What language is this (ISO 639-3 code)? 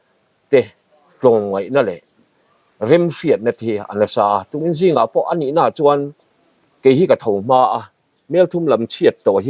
lus